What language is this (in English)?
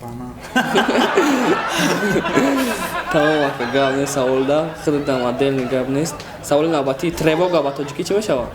Tajik